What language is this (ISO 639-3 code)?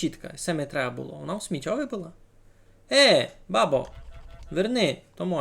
rue